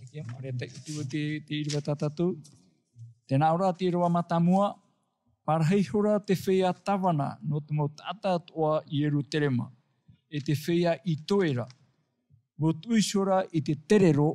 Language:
Tahitian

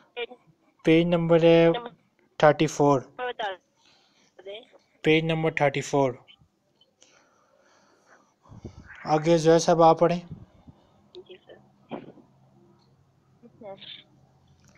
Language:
Urdu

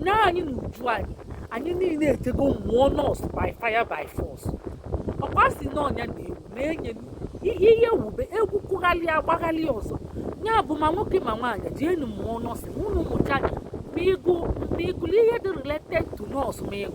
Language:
Igbo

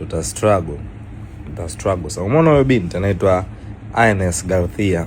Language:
Swahili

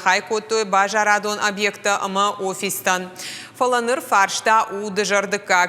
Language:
Ossetic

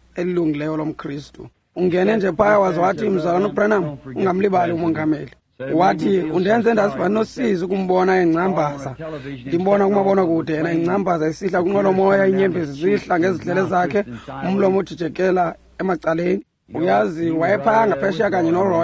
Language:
Xhosa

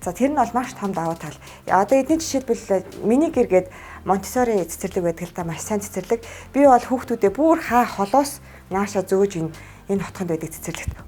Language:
Mongolian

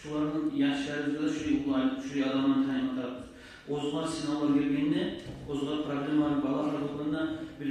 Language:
Kumyk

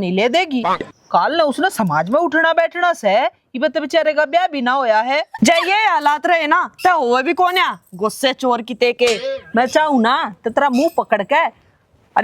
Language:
Haryanvi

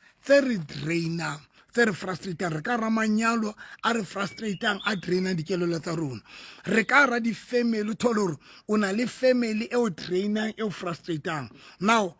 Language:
Southern Sotho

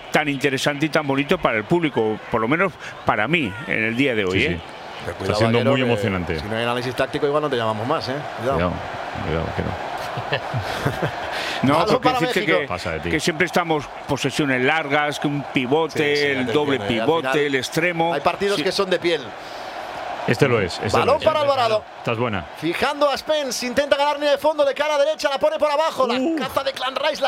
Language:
Spanish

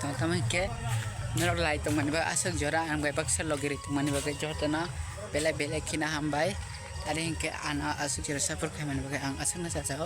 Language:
Kok Borok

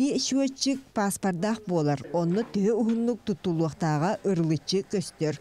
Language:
Yakut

